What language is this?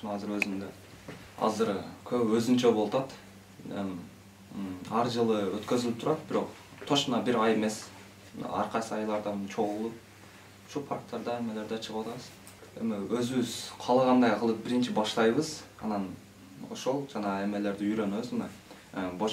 Kyrgyz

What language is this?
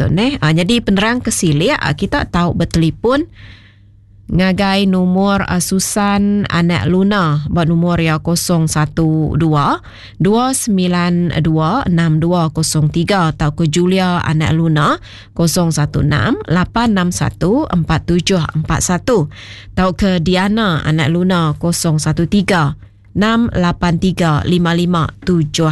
Iban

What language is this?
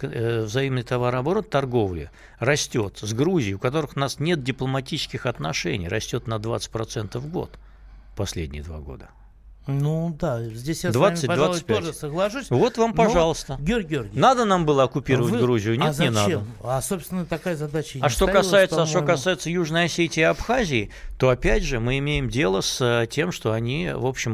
Russian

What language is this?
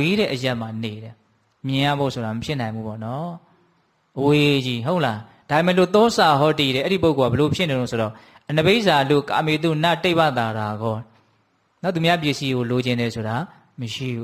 Burmese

